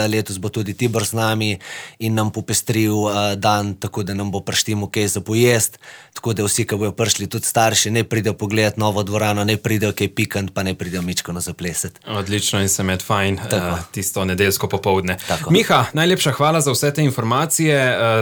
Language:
Slovenian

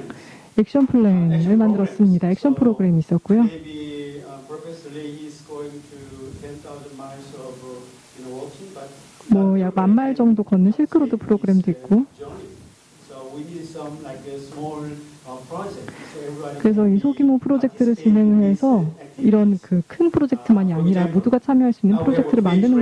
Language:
Korean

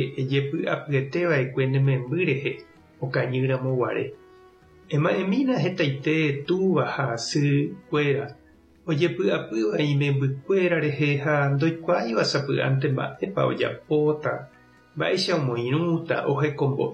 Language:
Guarani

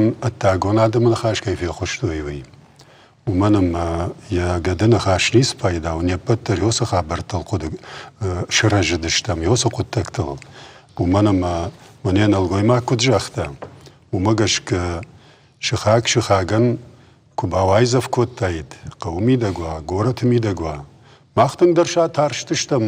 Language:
Ossetic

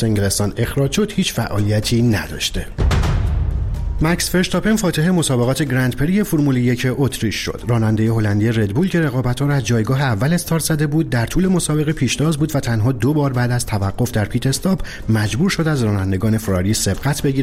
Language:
Persian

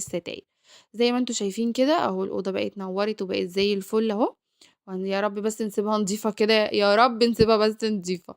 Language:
Egyptian Arabic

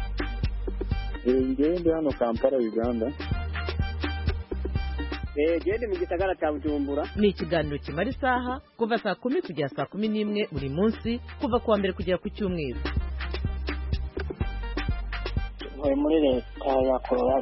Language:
Kinyarwanda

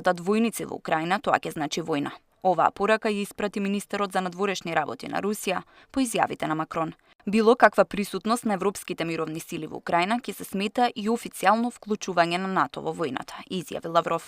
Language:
Macedonian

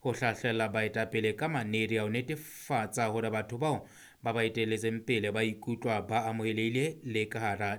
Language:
Southern Sotho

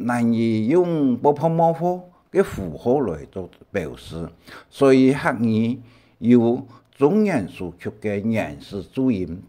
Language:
Hakka Chinese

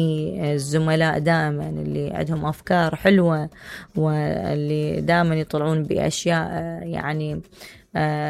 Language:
Mesopotamian Arabic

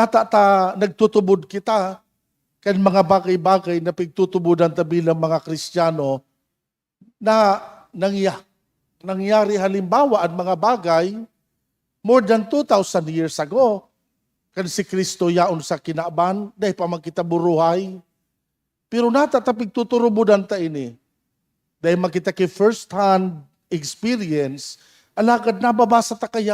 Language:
Bikol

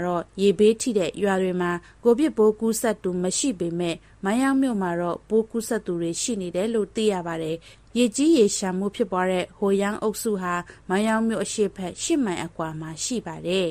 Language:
Burmese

